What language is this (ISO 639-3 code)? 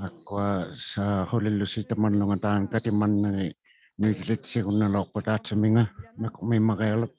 iku